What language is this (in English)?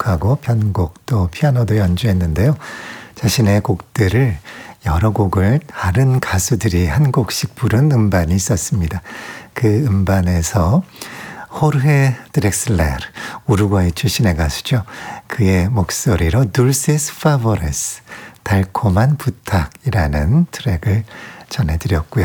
Korean